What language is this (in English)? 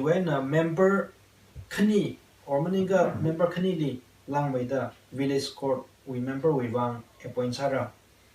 Tangkhul Naga (India)